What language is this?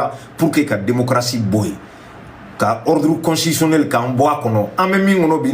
Bambara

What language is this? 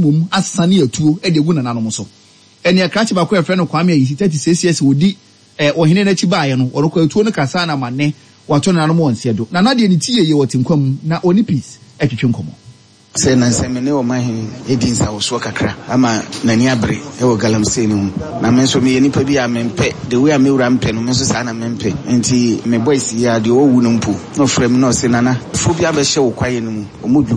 Akan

